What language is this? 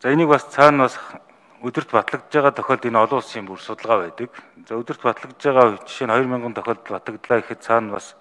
Mongolian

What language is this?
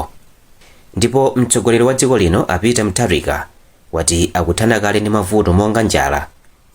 Nyanja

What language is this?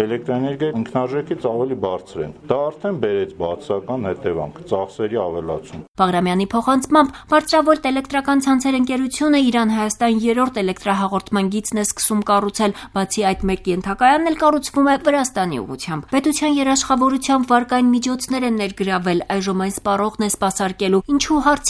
Armenian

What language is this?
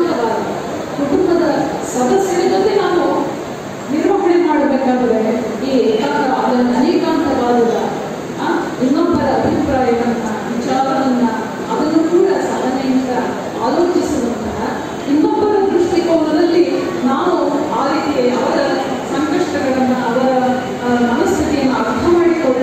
Kannada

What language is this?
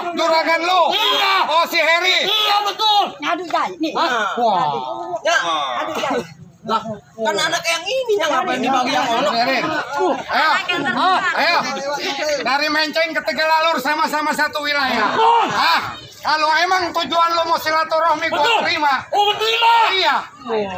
Betawi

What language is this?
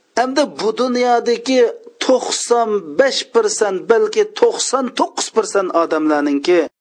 Uyghur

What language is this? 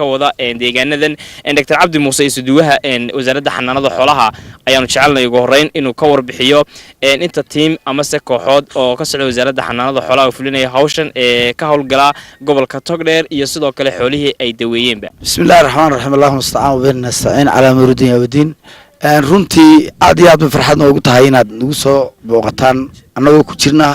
Somali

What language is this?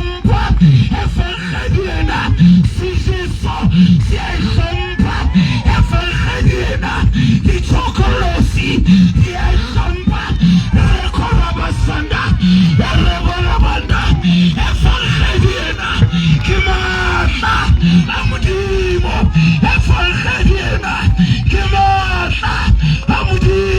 Southern Sotho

